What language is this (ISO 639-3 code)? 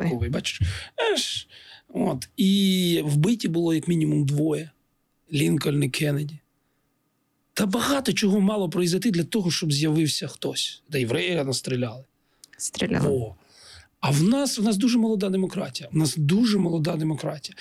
ukr